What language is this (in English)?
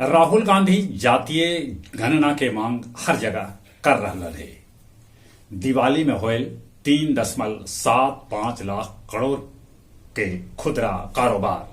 Magahi